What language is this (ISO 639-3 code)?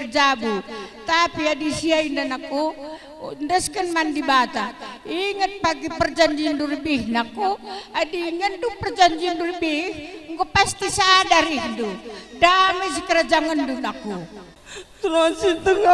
btx